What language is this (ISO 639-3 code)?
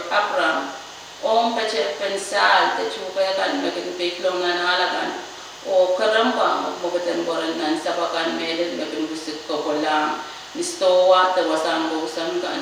pon